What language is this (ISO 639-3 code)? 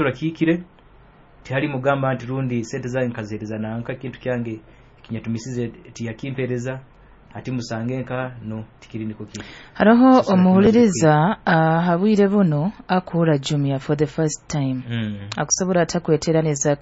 nyo